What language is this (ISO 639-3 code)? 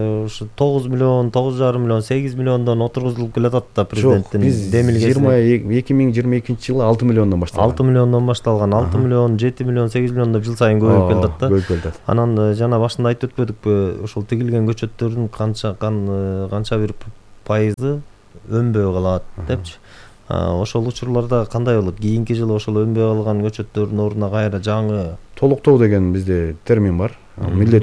kir